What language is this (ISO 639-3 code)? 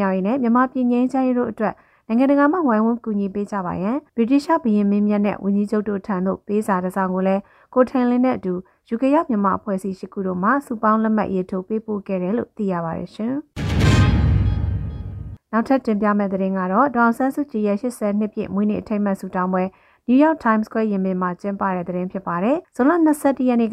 mya